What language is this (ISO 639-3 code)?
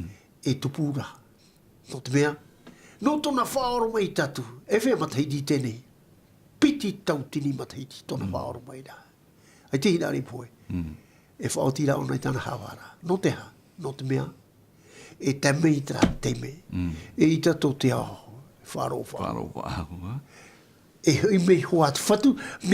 tah